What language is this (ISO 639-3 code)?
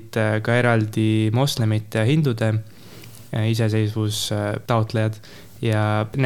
est